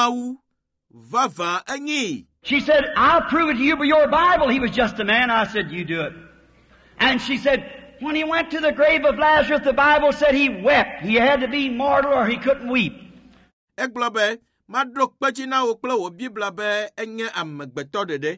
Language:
Ewe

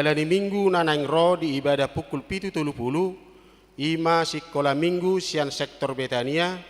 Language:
Batak Toba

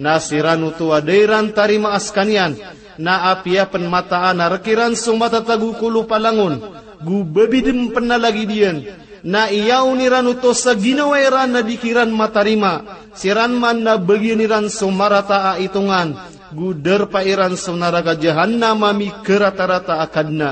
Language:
Maranao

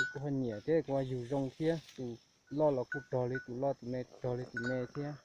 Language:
Hmong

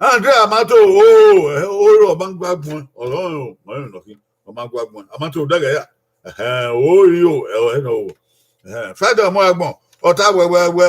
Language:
Bini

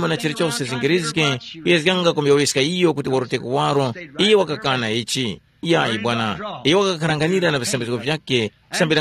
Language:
Tumbuka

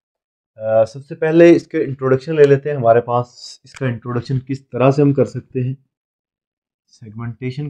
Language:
Hindi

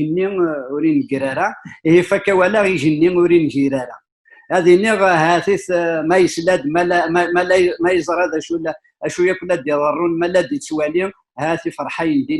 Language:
Kabyle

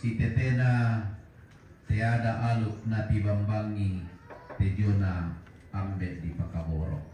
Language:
Toraja-Sa'dan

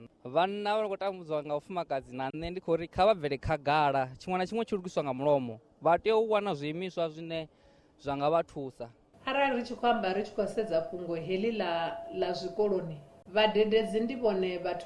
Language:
Venda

